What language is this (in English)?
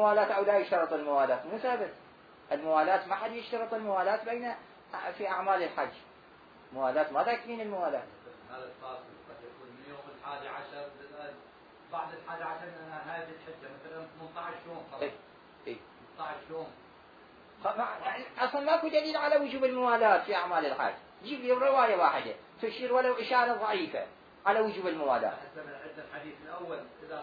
Mesopotamian Arabic